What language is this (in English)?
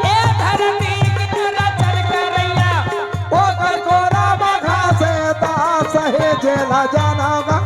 Chhattisgarhi